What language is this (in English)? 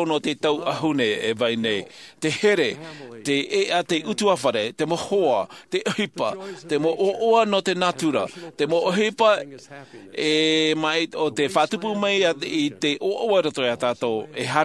Tahitian